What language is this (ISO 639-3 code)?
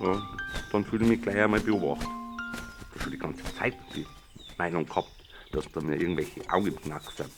bar